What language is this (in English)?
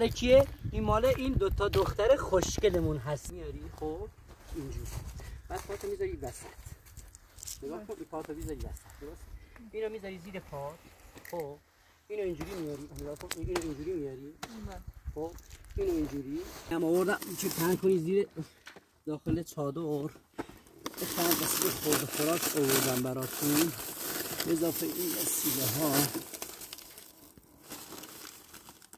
Persian